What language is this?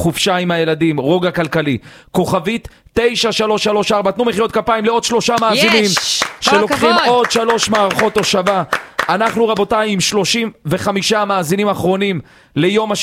Hebrew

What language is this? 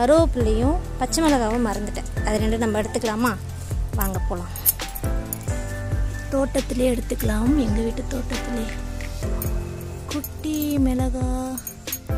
Tamil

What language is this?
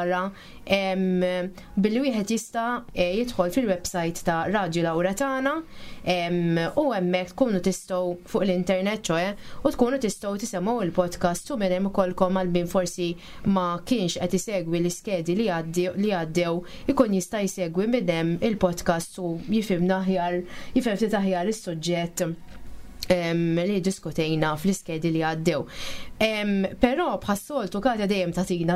Maltese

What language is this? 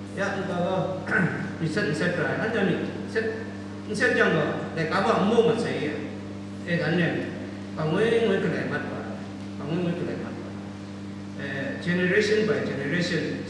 Kachin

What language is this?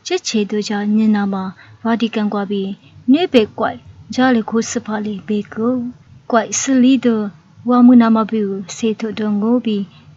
Lisu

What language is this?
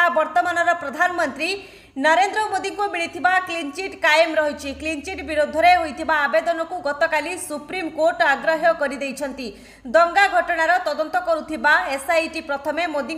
Odia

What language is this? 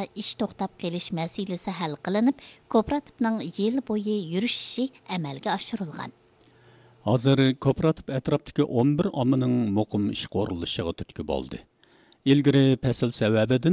Uyghur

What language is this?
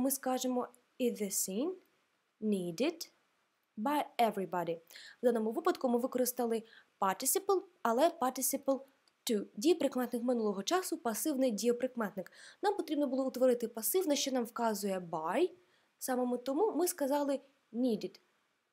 Ukrainian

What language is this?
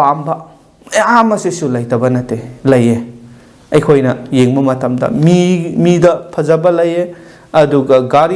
Manipuri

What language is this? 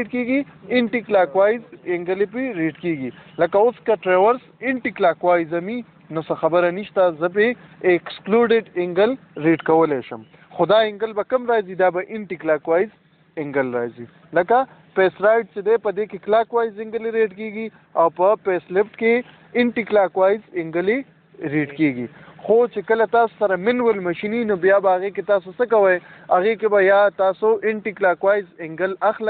Pashto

